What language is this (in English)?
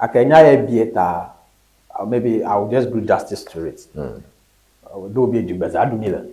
Ewe